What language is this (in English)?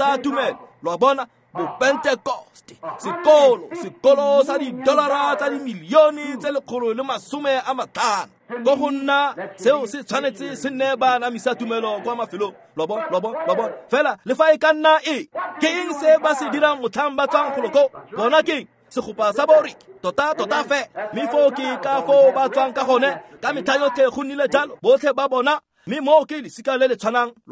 Tswana